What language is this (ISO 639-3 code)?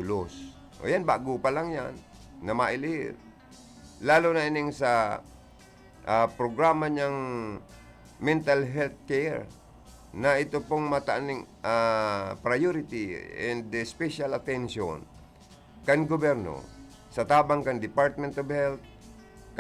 bik